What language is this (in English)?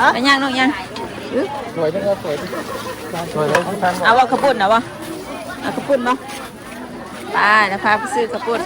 Northeastern Thai